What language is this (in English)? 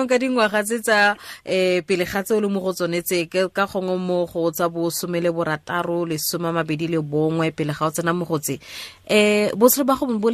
Tswana